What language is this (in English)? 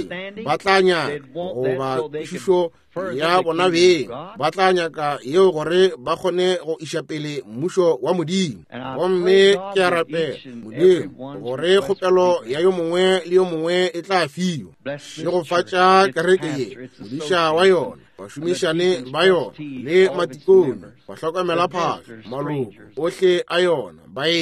Northern Sotho